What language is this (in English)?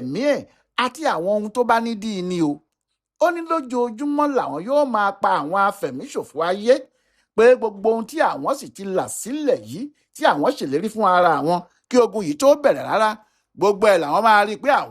Yoruba